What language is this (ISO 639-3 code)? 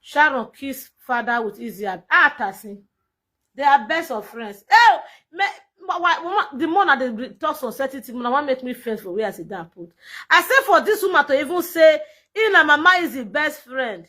pcm